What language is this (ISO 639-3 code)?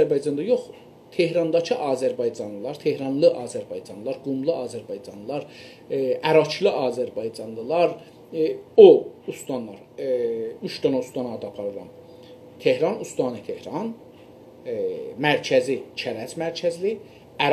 azb